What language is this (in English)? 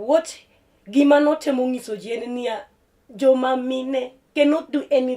Luo (Kenya and Tanzania)